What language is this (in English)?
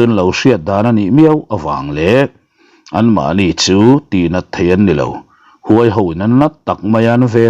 Mizo